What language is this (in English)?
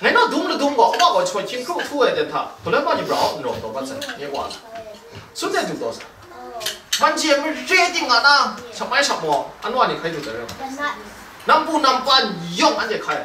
Kachin